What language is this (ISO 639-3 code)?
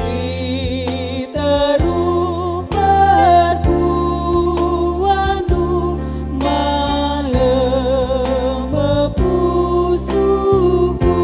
btx